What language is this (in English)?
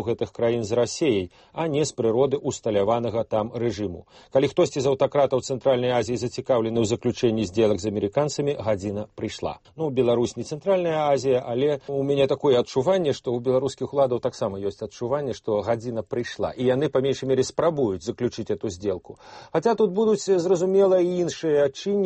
Belarusian